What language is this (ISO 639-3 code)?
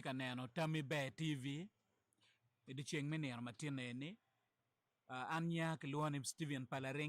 ach